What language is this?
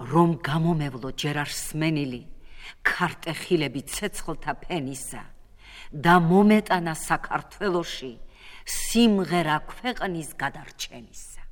Georgian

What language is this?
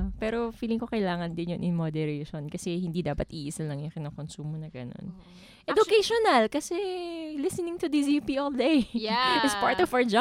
Filipino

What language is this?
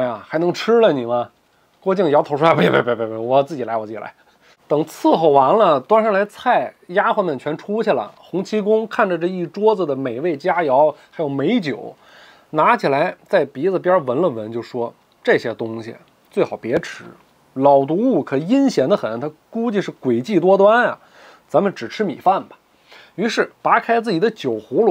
Chinese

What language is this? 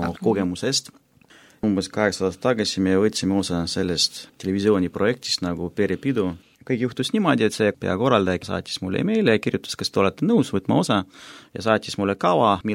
Estonian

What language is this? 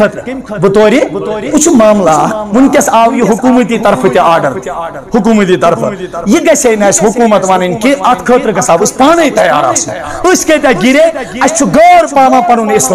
Kashmiri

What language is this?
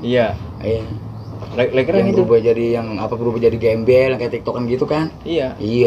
Betawi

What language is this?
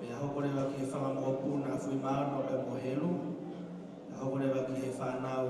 Tongan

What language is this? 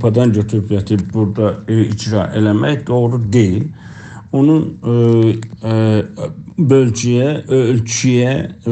South Azerbaijani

